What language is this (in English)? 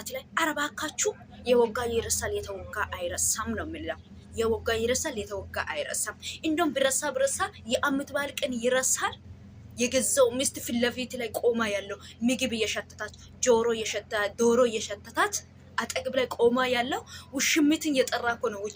Amharic